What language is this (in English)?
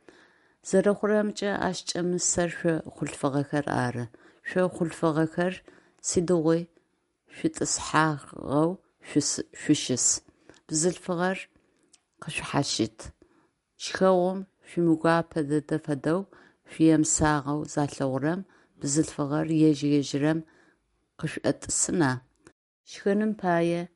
Adyghe